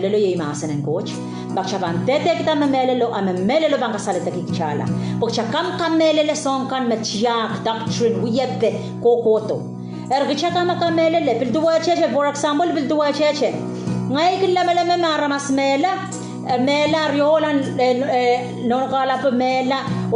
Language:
Pohnpeian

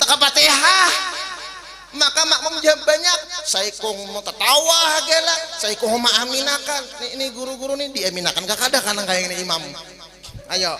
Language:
Banjar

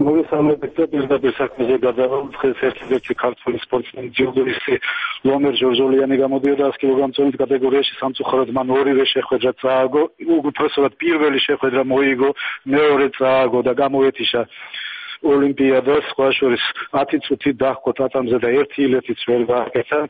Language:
Georgian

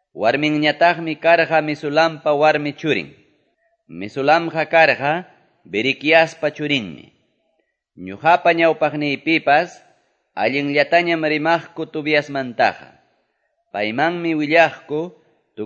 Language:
Quechua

